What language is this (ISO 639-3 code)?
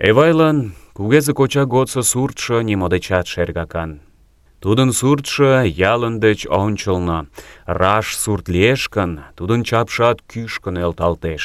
chm